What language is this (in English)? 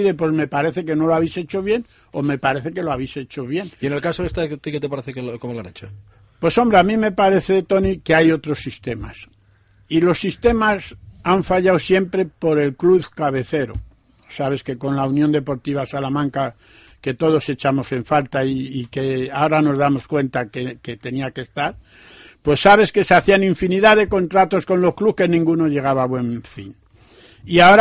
Spanish